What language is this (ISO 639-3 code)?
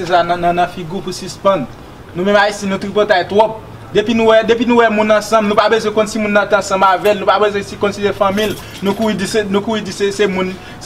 hat